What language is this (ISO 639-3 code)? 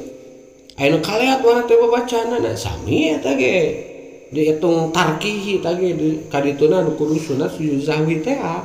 sun